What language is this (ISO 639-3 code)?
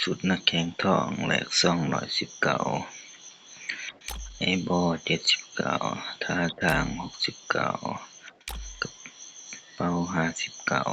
lao